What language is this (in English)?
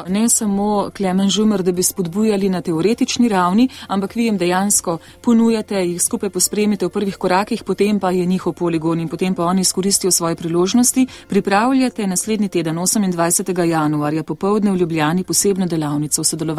Slovenian